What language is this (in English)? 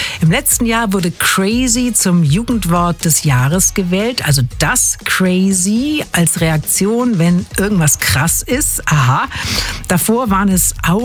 German